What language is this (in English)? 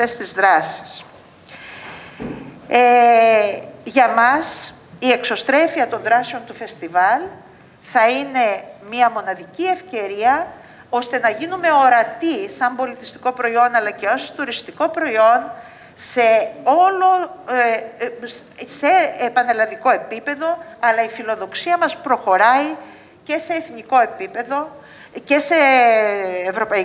Greek